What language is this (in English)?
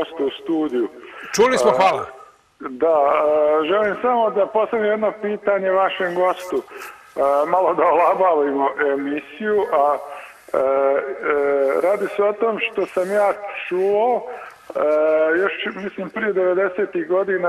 Serbian